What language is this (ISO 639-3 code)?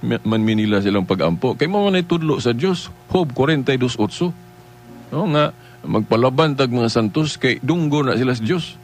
ceb